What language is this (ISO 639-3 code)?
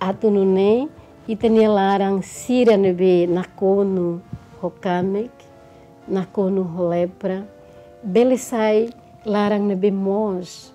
tet